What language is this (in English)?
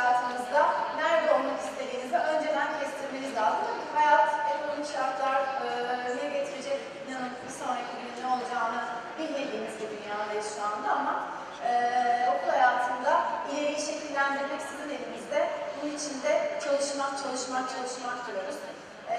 Turkish